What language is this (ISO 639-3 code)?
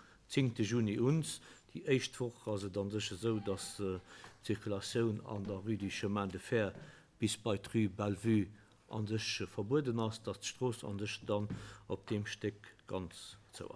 ltz